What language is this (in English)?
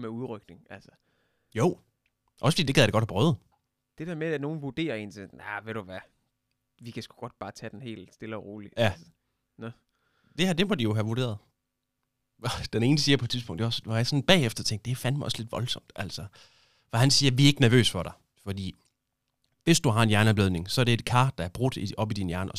Danish